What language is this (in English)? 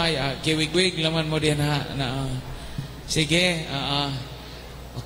Cebuano